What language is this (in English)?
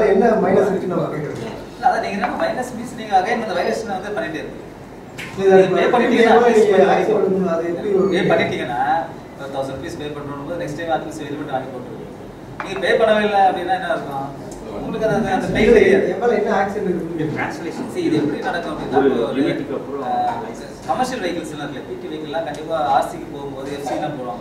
Tamil